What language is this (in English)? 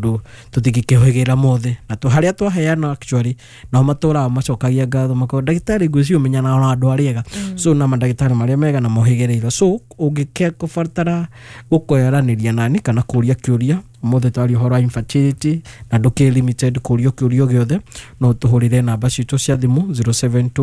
Kikuyu